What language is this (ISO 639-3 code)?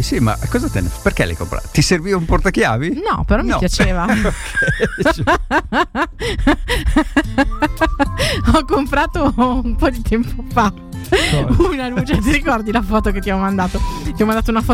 ita